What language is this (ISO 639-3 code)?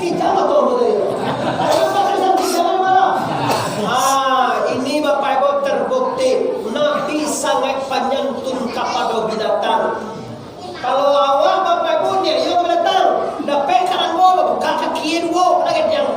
min